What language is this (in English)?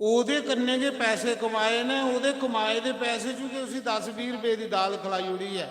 Dogri